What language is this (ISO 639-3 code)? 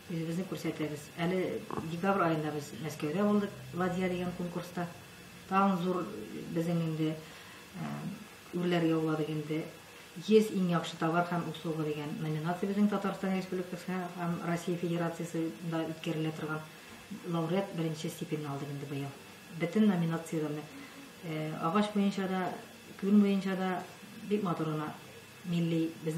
tat